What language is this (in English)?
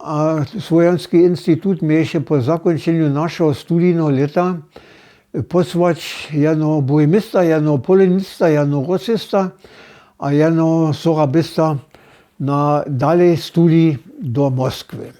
Upper Sorbian